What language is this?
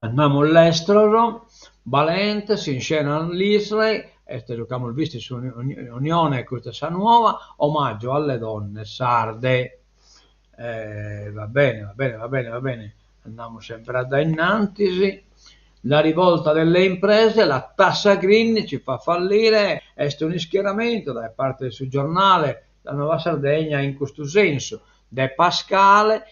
Sardinian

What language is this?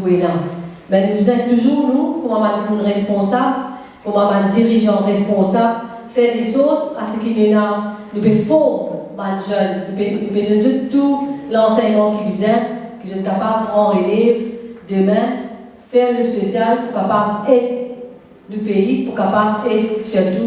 Morisyen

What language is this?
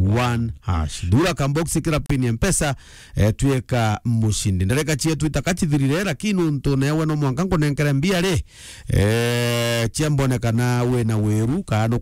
Meru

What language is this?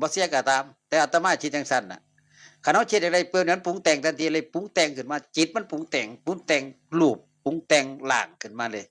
Northeastern Thai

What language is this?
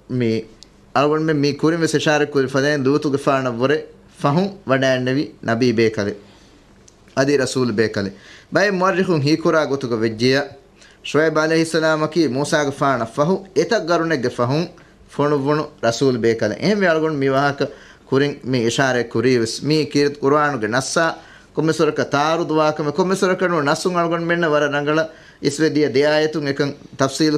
Divehi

